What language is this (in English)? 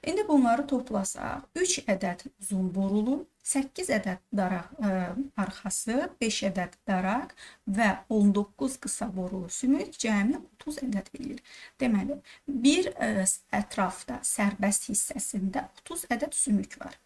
Azerbaijani